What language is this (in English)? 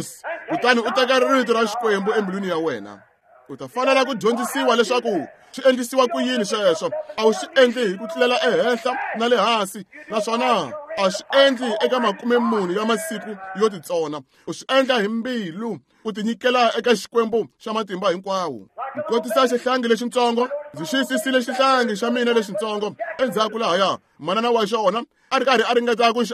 Tsonga